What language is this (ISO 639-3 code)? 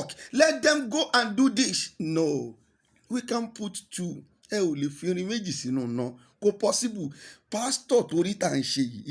yor